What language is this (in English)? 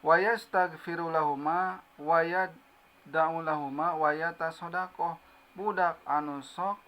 Sundanese